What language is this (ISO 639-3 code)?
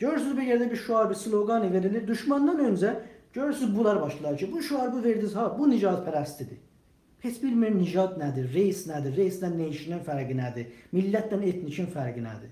azb